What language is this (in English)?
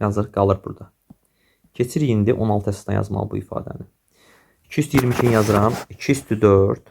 Azerbaijani